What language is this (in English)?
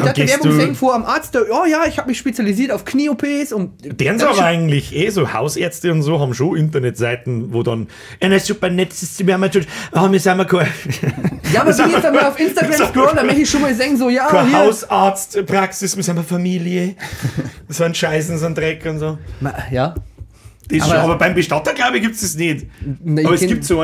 Bavarian